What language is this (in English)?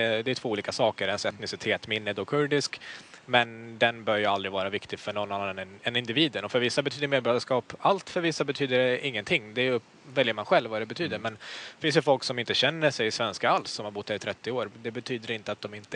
Swedish